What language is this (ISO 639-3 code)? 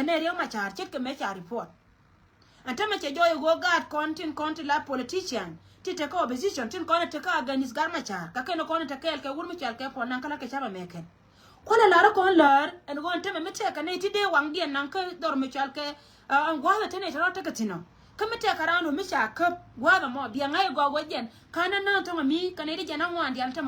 nus